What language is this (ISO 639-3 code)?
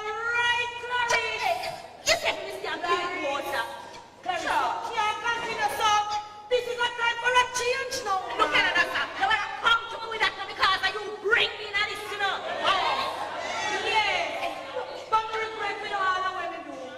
jam